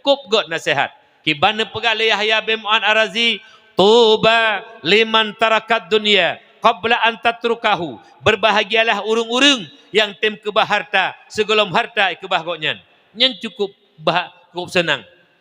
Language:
Achinese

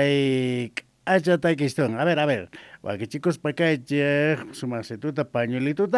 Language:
Quechua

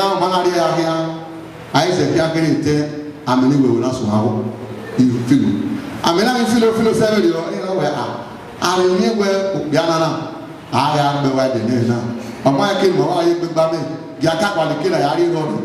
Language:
Bini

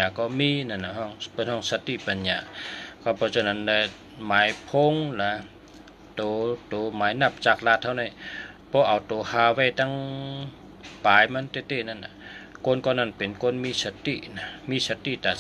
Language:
Shan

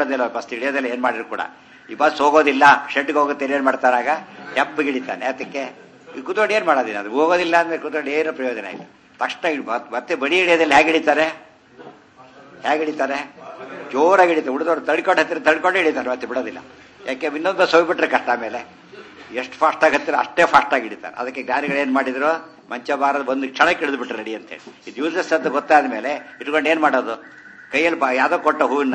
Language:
Kannada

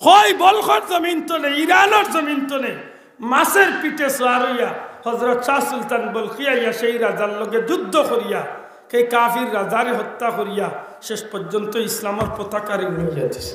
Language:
Sylheti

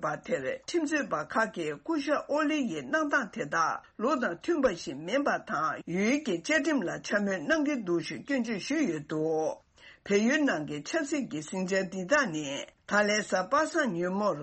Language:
Tibetan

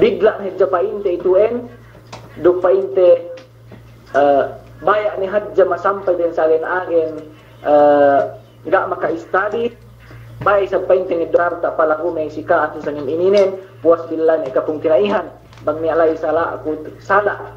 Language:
Yakan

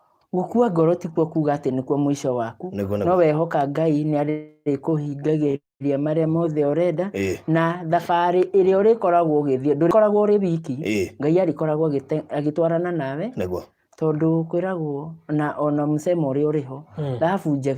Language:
Kikuyu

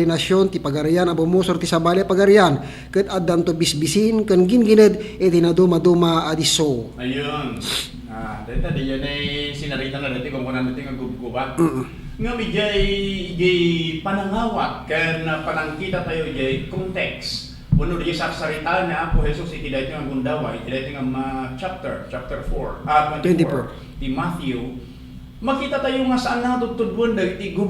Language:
Iloko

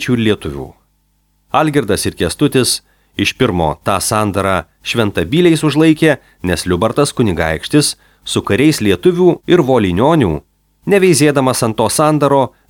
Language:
Lithuanian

